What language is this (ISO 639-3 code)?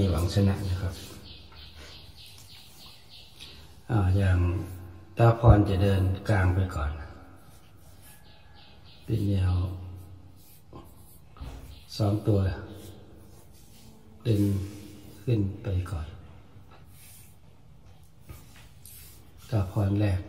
tha